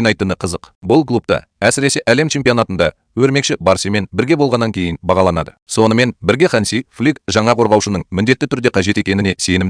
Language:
Kazakh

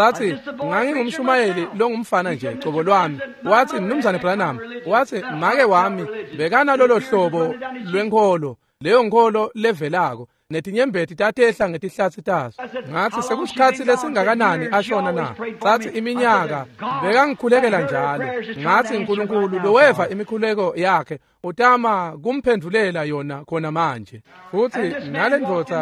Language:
Swati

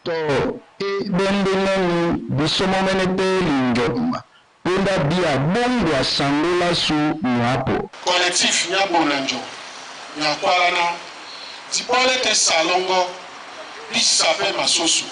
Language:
Duala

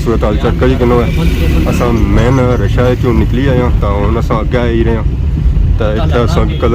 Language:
Pahari-Potwari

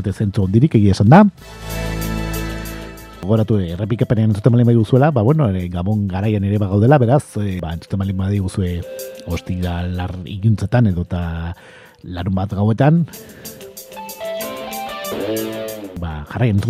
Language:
Basque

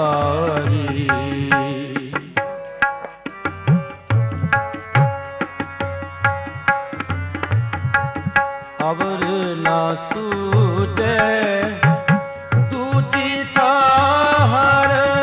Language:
Punjabi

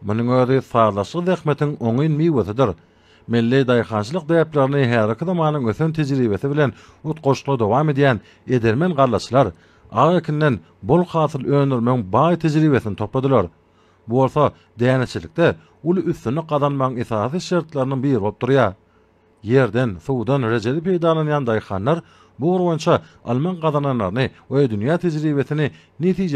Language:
Turkmen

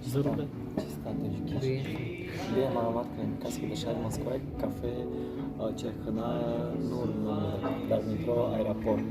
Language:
Tajik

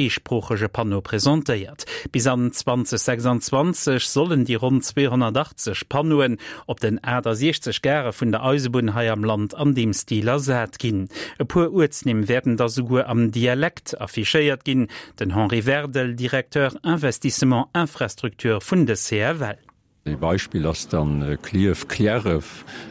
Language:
Luxembourgish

